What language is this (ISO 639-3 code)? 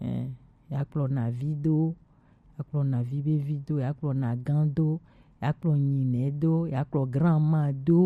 gej